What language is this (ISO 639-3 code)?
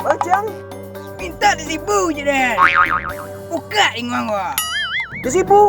min